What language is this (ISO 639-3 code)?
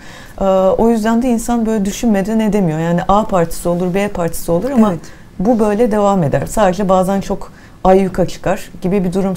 tur